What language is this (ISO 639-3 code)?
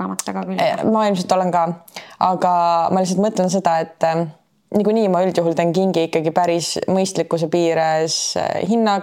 est